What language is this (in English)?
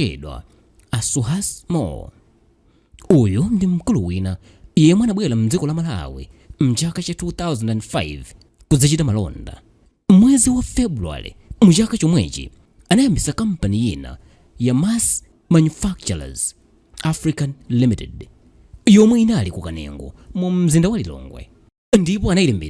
Nyanja